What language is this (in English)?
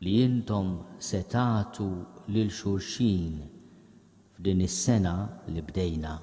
Maltese